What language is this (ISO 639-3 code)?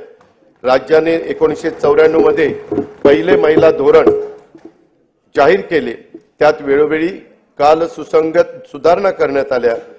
mar